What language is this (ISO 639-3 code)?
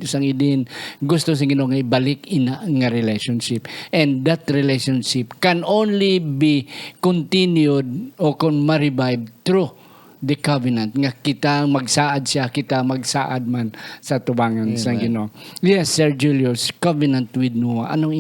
hil